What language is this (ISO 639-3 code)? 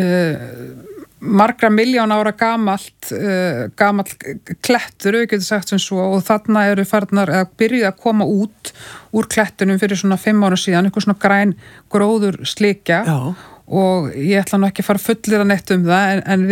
isl